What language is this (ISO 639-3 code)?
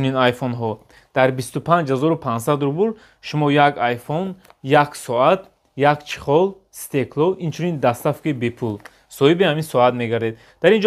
tgk